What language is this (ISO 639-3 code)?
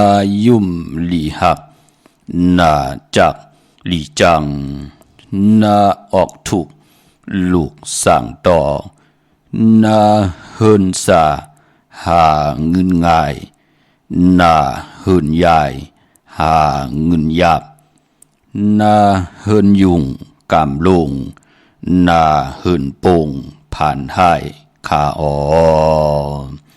shn